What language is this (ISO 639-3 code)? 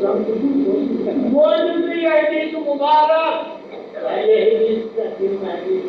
kas